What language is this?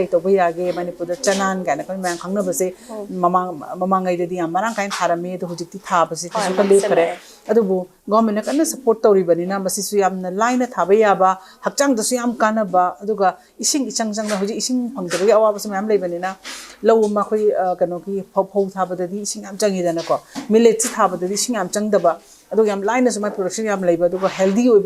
Manipuri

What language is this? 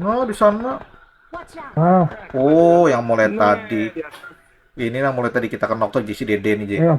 Banjar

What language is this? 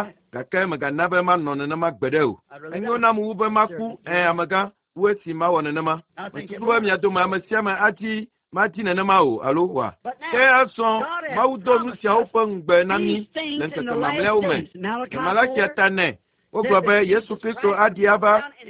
Ewe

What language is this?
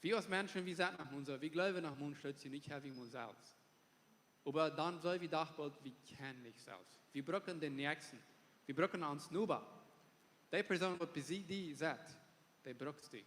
Plautdietsch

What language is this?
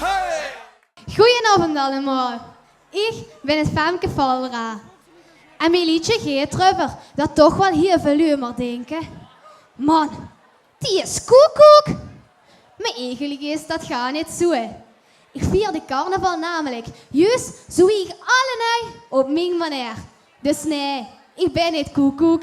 Limburgish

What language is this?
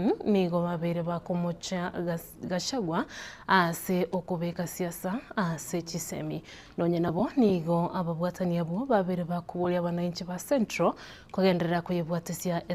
Gusii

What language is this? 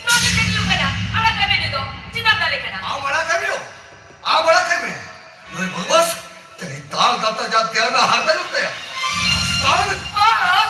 Santali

